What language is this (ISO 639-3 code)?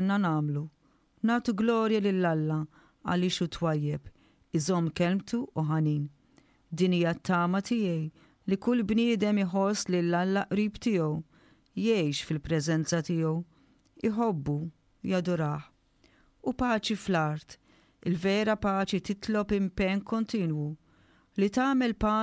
mlt